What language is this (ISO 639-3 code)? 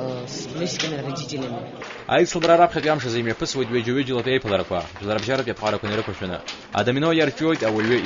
abk